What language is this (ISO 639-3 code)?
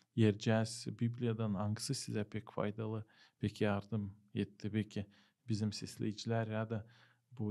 gag